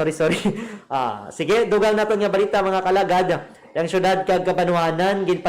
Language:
Hiligaynon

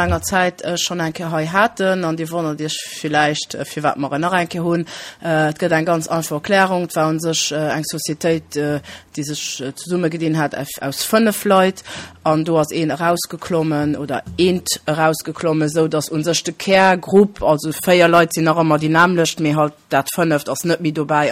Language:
Luxembourgish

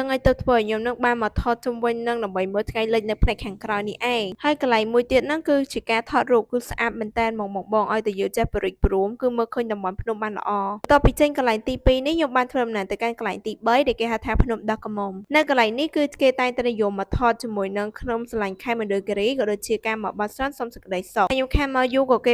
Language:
Khmer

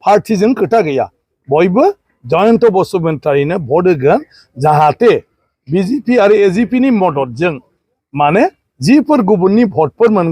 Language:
Bodo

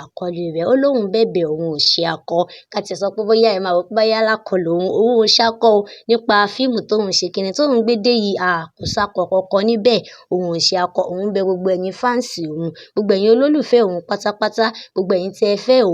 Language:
Yoruba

